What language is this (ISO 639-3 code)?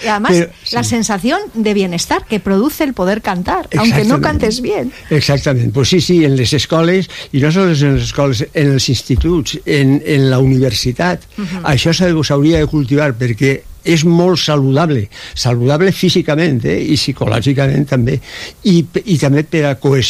cat